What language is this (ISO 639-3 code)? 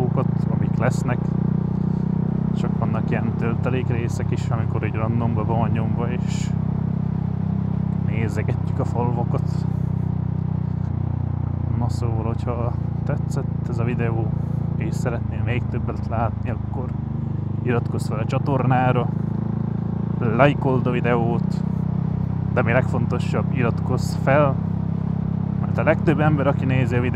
hun